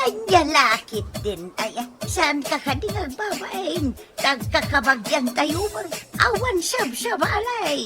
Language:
Iloko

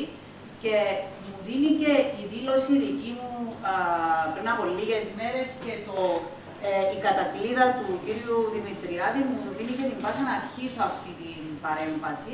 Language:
Greek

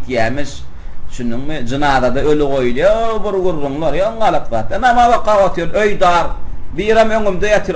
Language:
Turkmen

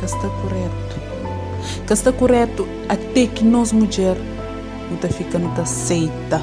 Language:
Kabuverdianu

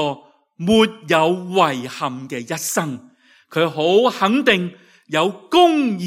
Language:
Cantonese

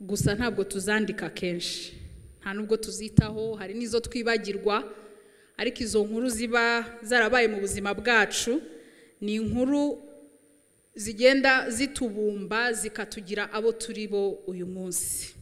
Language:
Kinyarwanda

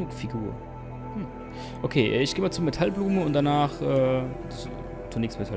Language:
German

